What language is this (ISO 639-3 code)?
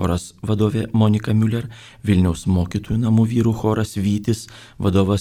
lit